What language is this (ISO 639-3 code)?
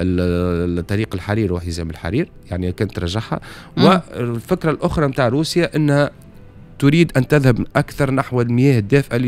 aeb